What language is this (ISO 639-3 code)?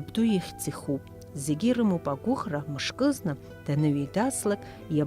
abk